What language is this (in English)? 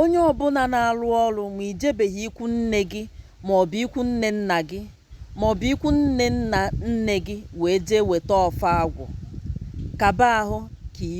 Igbo